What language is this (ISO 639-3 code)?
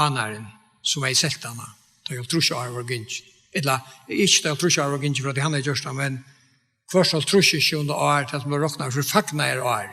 fao